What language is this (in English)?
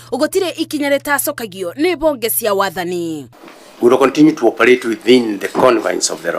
Kikuyu